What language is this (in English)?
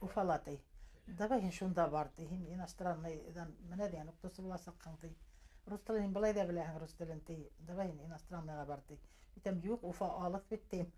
Bashkir